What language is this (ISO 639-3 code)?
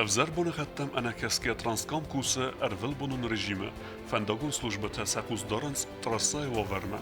oss